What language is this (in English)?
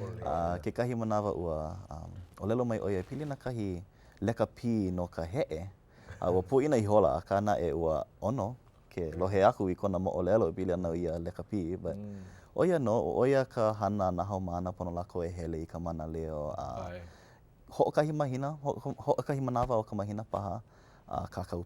Hawaiian